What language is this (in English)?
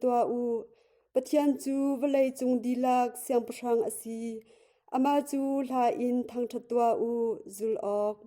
Hakha Chin